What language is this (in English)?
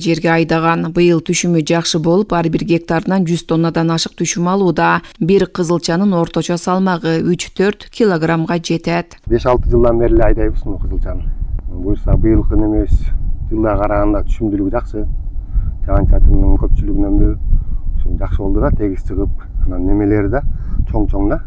Kyrgyz